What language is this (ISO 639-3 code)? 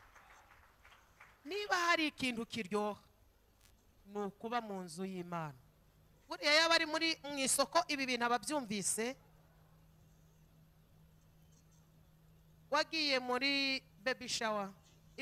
kin